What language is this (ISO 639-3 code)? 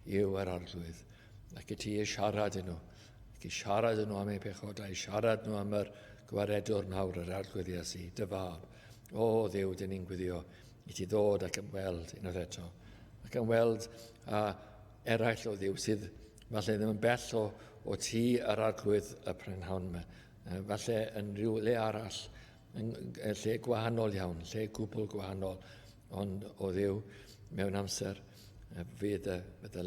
cym